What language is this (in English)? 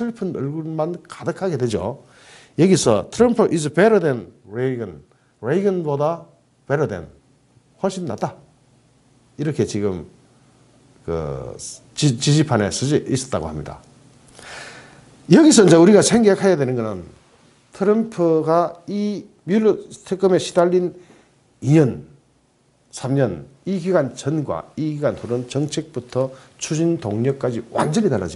Korean